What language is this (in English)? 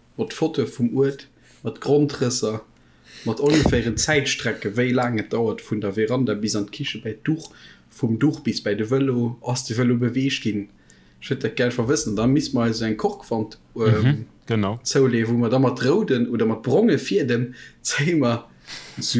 Luxembourgish